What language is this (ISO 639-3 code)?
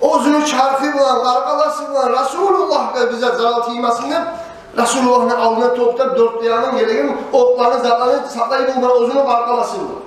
kum